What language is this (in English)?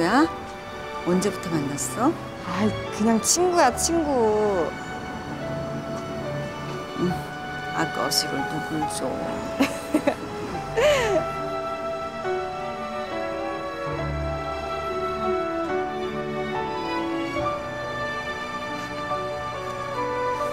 Korean